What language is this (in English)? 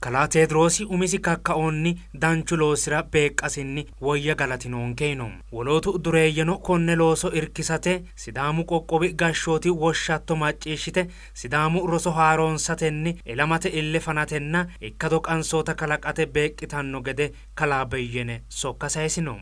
Sidamo